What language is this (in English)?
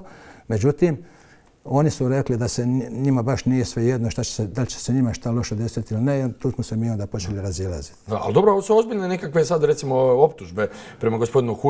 Croatian